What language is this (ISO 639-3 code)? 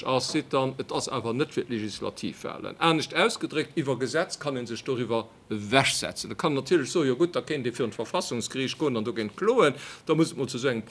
ltz